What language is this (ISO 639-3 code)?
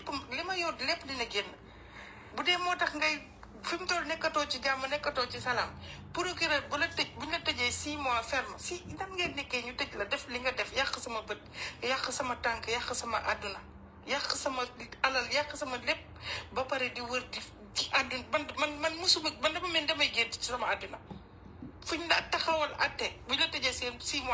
wol